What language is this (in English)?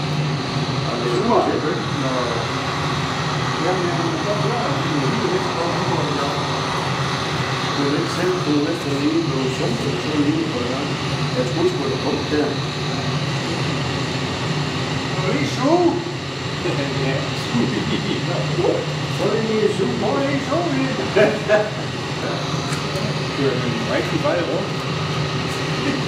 Danish